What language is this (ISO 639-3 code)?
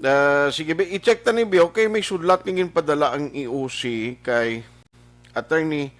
hil